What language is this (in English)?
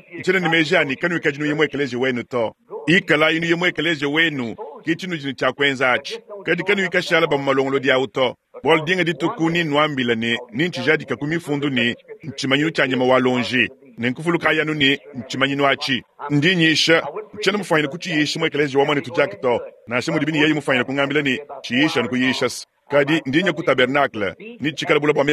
Luba-Lulua